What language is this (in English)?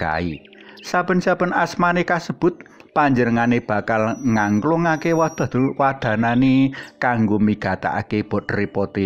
Javanese